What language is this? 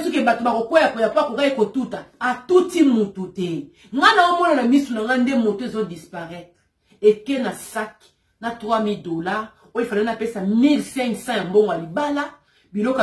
Lingala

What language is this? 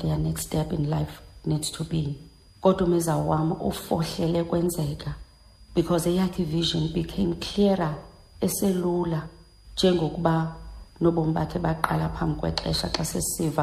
Xhosa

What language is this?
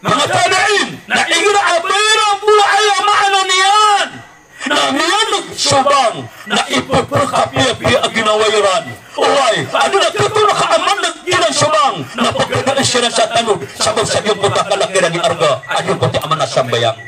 Maranao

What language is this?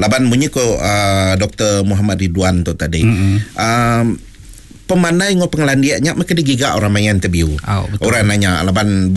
Iban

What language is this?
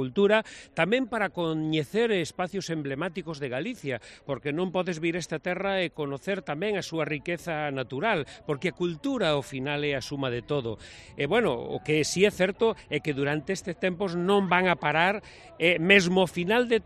Galician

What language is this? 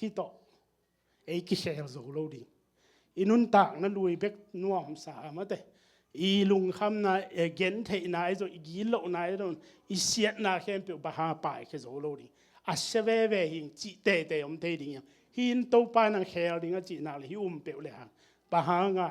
Tedim Chin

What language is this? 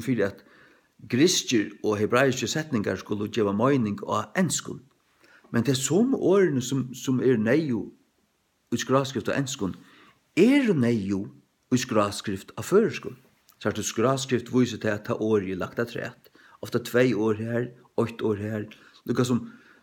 Faroese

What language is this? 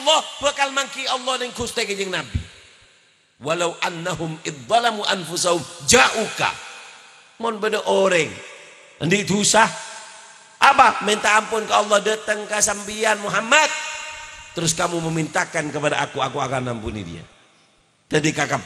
Madurese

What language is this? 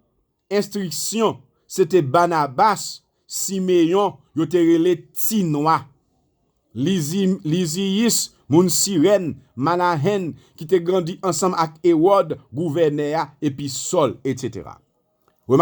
Haitian Creole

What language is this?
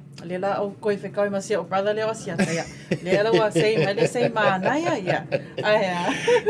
Samoan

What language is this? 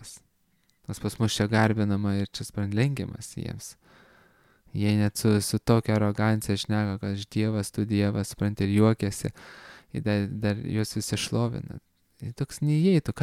Lithuanian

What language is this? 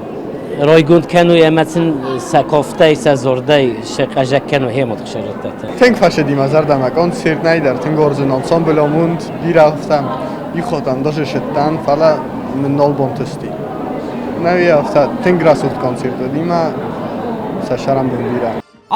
Ossetic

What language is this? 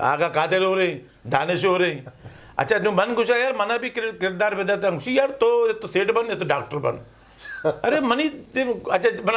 Eastern Balochi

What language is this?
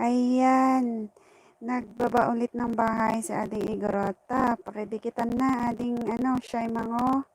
Iloko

